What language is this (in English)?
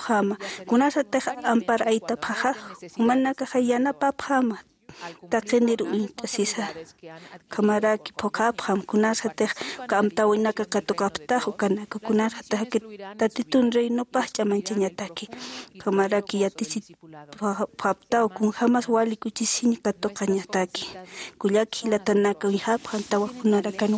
Aymara